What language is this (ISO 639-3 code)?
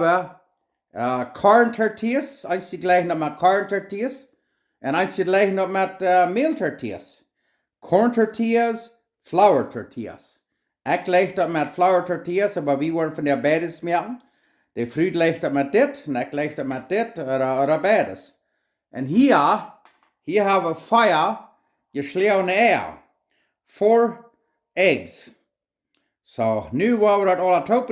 pdt